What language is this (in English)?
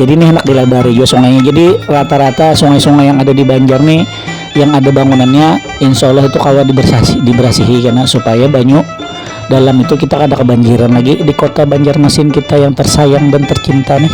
Banjar